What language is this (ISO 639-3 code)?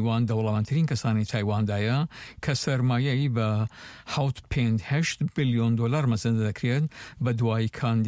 ckb